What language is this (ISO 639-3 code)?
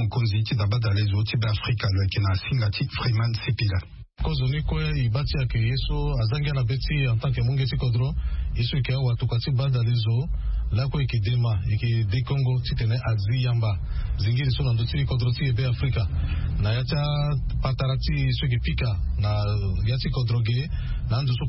sag